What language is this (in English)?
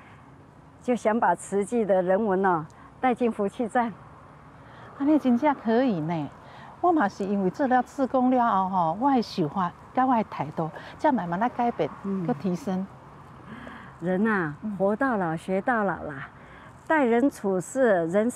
Min Nan Chinese